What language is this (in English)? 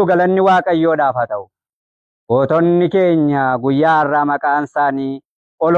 Oromo